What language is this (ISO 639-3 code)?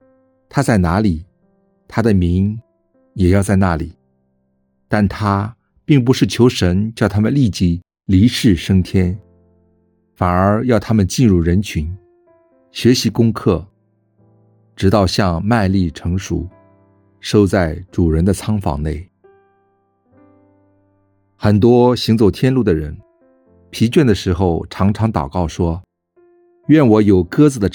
zho